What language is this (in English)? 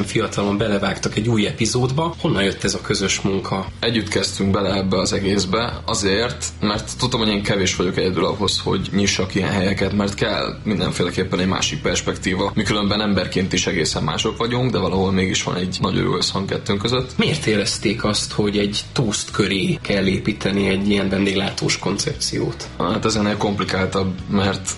Hungarian